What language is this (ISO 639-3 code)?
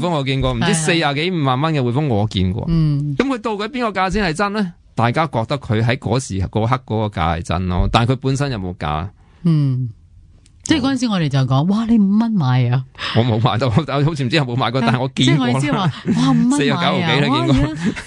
yue